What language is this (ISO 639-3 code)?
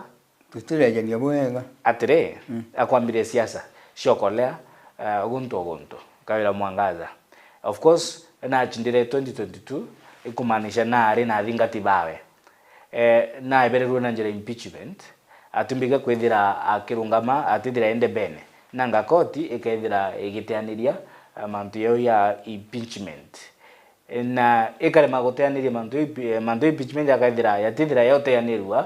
mer